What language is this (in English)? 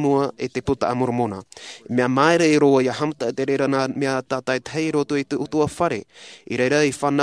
Tahitian